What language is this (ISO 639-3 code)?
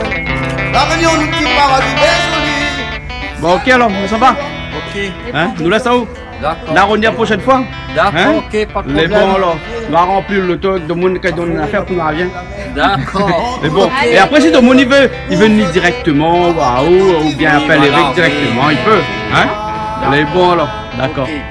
rcf